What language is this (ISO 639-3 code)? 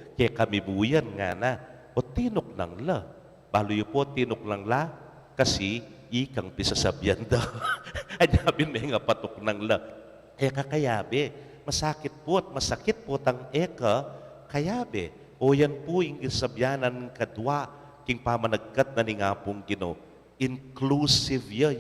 pam